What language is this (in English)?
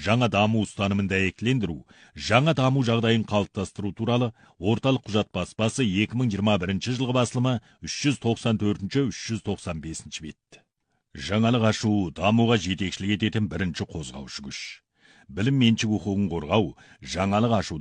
Kazakh